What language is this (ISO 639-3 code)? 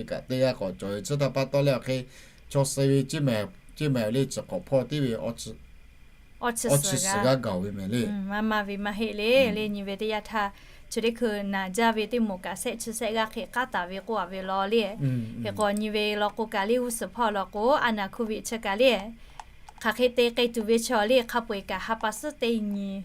lhu